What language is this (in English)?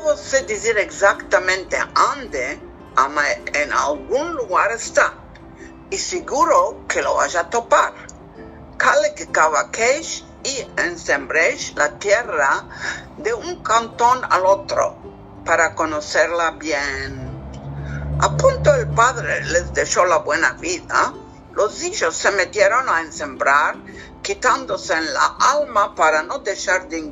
Ladino